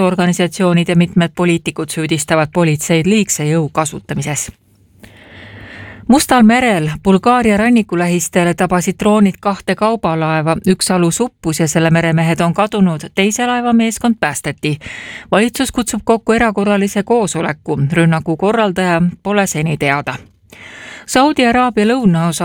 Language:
Estonian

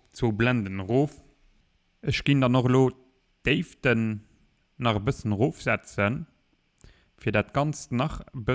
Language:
Luxembourgish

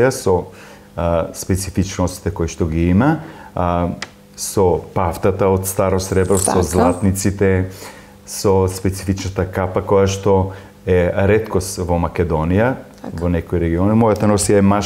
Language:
Macedonian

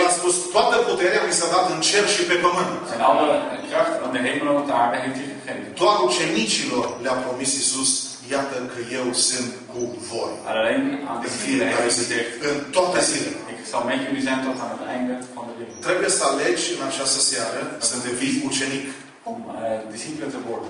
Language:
Romanian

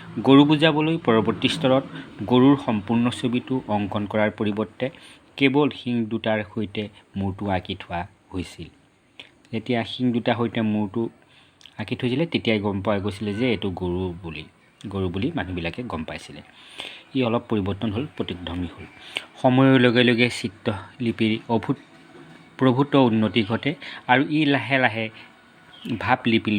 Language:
Assamese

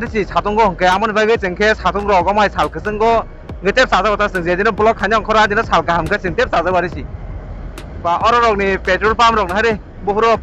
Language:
Kok Borok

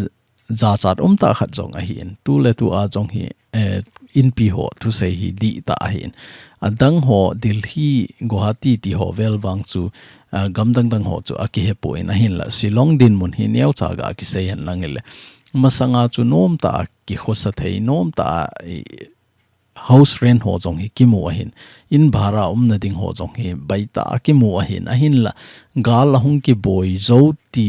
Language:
Thado Chin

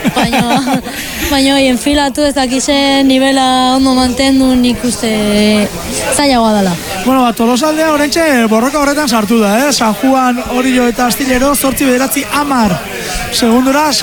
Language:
Basque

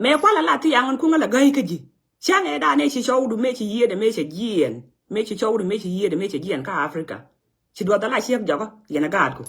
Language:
Nuer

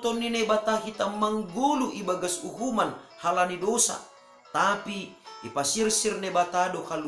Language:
Batak Simalungun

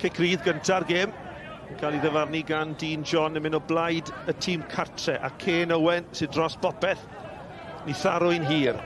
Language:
Welsh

